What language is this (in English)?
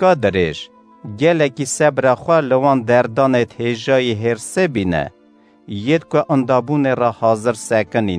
Kurdish